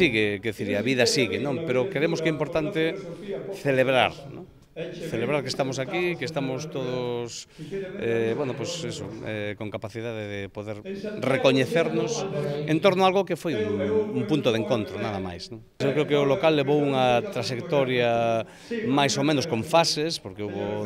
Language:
Galician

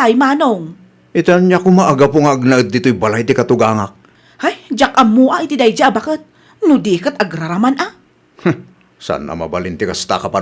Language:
Iloko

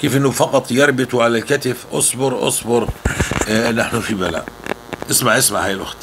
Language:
North Levantine Arabic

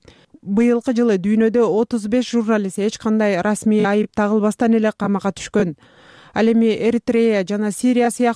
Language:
Kyrgyz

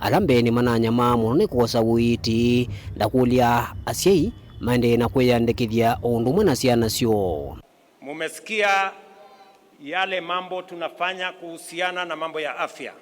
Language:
Kamba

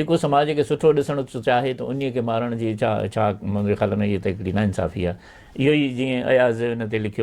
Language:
Sindhi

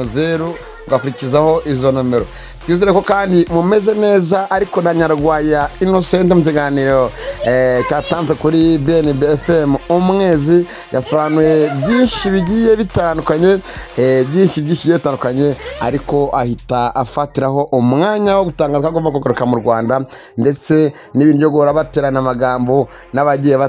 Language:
Kinyarwanda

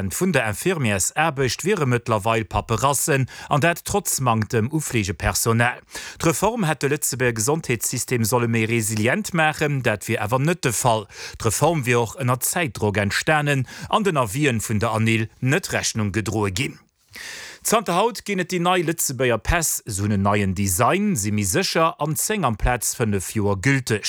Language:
Luxembourgish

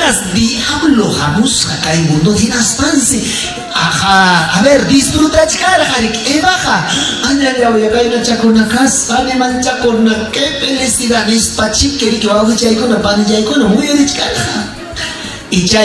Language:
Ayacucho Quechua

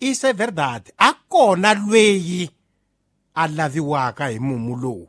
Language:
Tsonga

